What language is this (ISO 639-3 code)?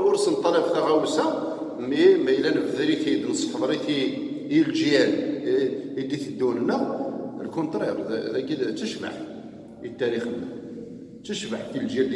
kab